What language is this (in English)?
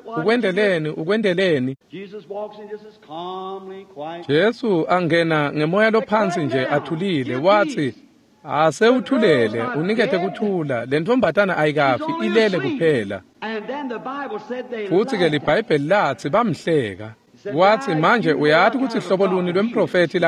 Swati